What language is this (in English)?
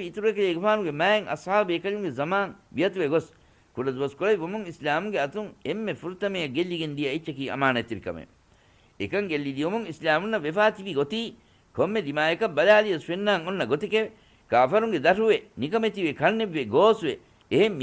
Divehi